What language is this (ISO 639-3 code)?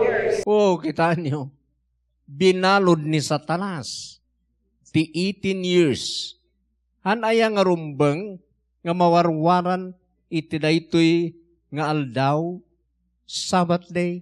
ilo